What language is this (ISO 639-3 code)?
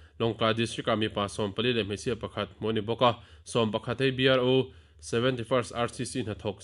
lus